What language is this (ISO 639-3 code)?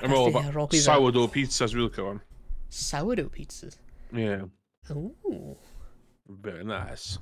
cym